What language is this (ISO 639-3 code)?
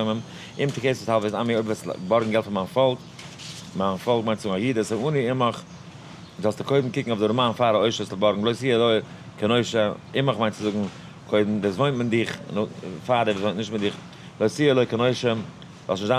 yid